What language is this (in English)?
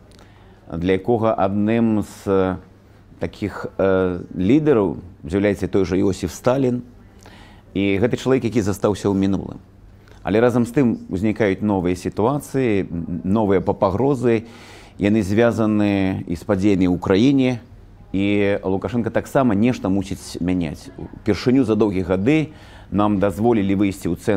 Belarusian